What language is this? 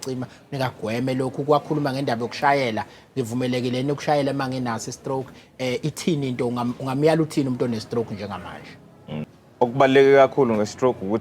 Zulu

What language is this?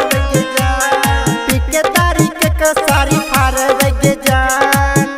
Bhojpuri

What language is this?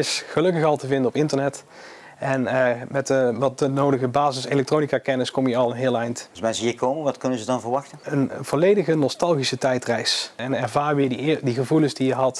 Dutch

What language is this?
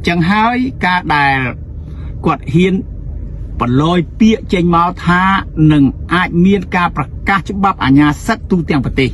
Khmer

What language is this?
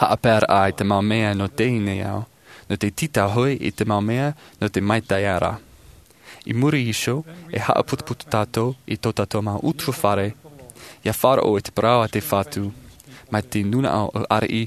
Tahitian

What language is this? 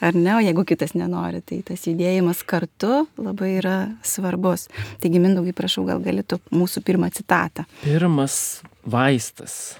Lithuanian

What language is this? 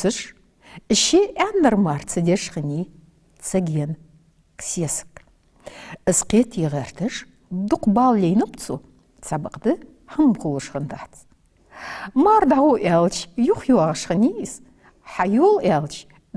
Ingush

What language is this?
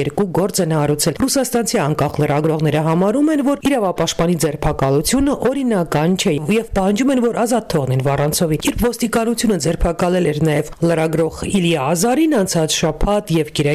Armenian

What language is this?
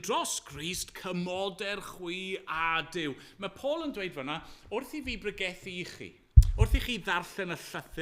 Welsh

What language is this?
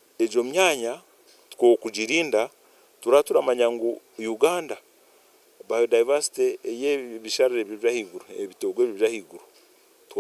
Nyankole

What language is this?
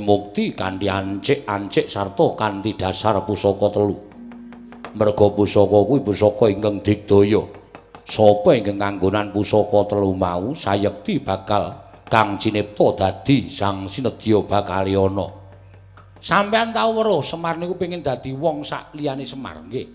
Javanese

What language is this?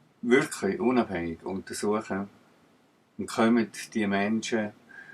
Swiss German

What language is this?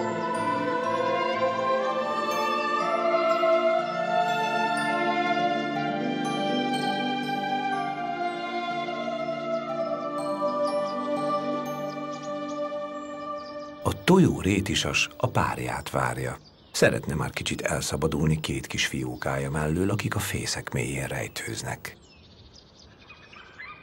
Hungarian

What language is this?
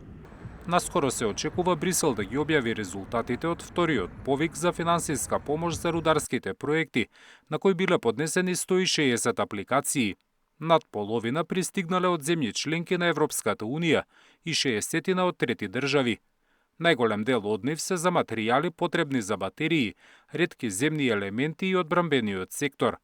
Macedonian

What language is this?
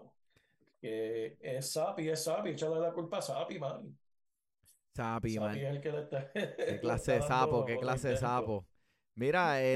Spanish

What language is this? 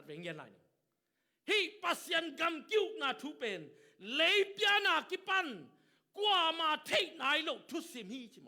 Tedim Chin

